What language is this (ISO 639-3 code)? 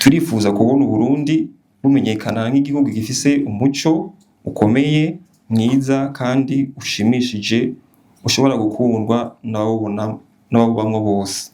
run